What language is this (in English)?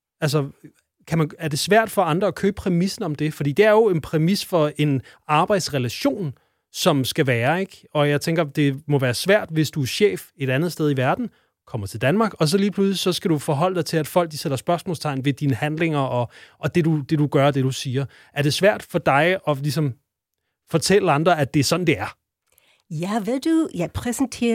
Danish